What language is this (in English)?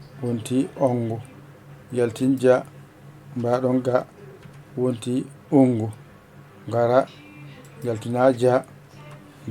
Fula